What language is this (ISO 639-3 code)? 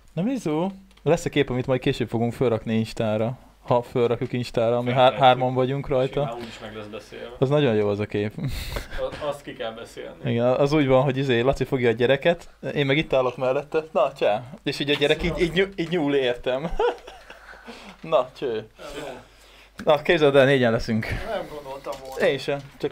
hun